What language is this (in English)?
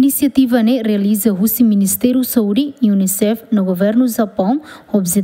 Tetum